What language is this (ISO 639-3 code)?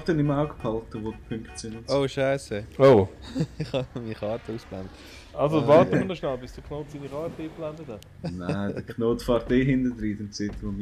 gsw